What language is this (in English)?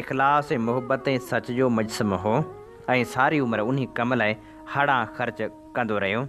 Sindhi